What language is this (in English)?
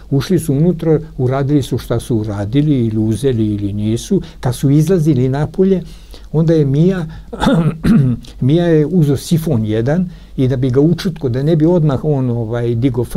Serbian